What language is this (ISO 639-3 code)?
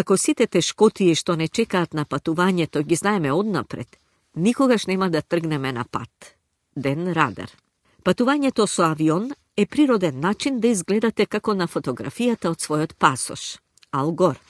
mkd